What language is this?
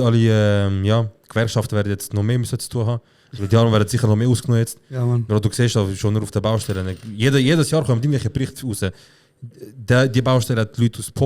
Swiss German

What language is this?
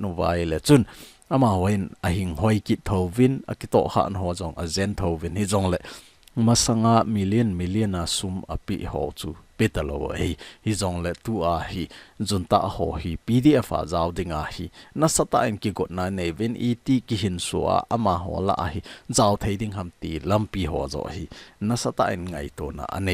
Thado Chin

